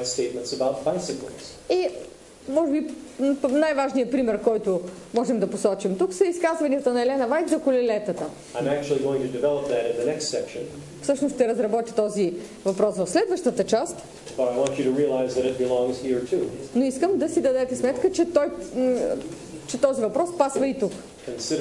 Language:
Bulgarian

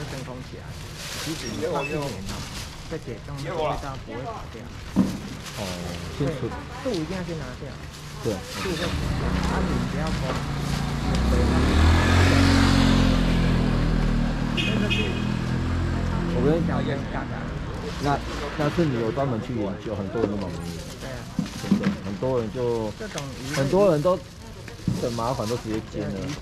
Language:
Chinese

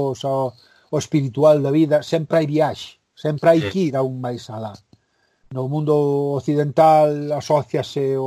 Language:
Galician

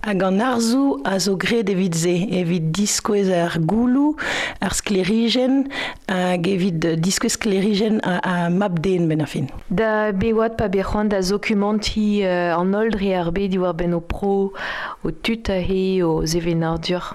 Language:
Breton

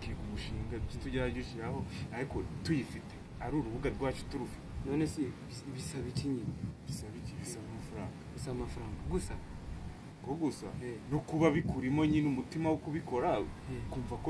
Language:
Kinyarwanda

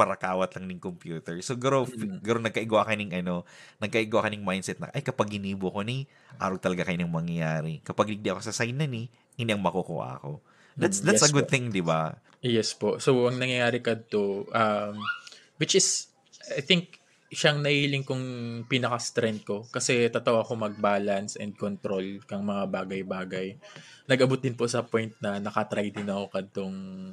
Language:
Bikol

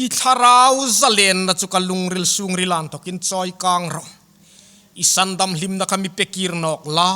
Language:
Hmar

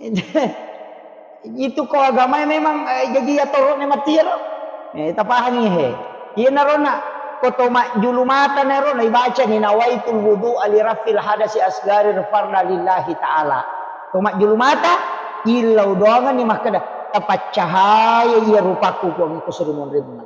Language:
Buginese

